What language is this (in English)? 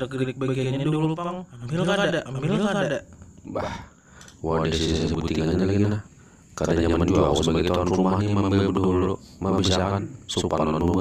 Banjar